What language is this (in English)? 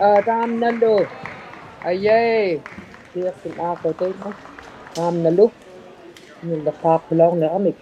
Inuktitut